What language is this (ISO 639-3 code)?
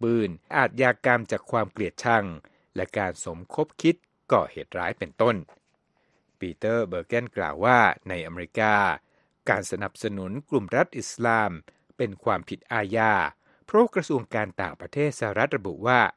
tha